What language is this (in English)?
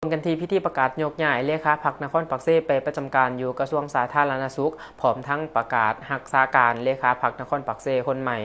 Lao